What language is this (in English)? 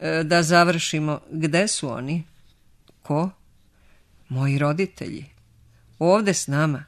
Serbian